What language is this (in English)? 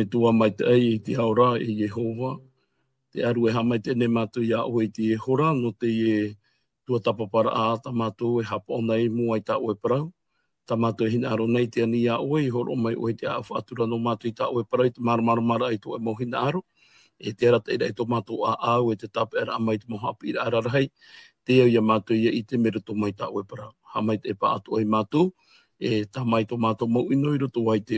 Tahitian